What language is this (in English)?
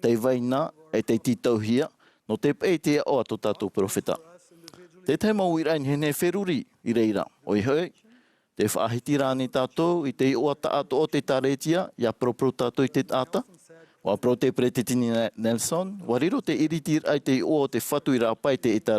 Tahitian